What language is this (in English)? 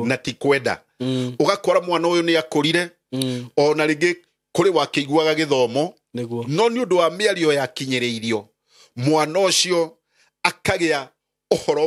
Kikuyu